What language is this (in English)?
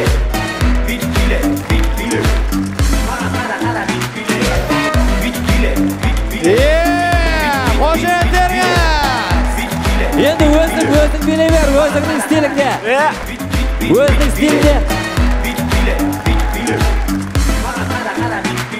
Kazakh